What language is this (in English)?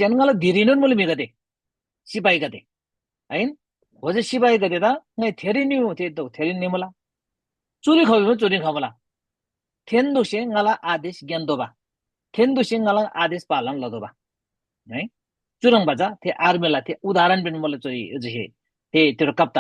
Eastern Tamang